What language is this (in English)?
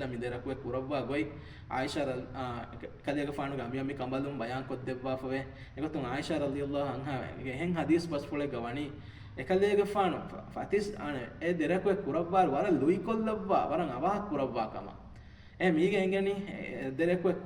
Divehi